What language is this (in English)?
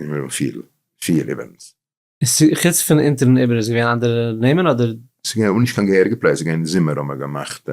Yiddish